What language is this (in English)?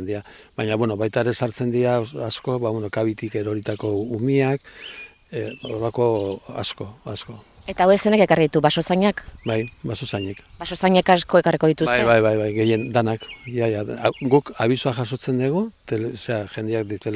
Basque